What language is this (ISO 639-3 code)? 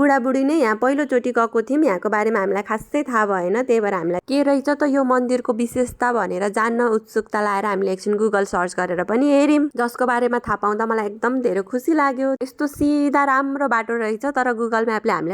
nep